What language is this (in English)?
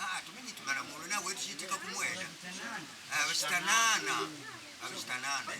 Makonde